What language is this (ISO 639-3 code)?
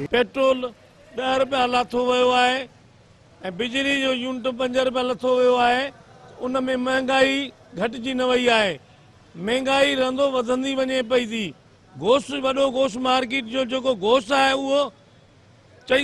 snd